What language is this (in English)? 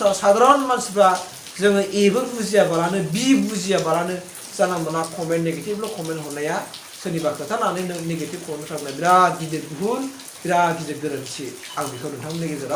Bodo